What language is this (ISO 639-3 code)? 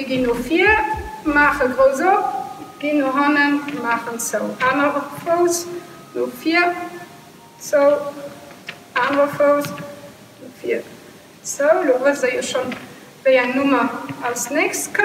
ltz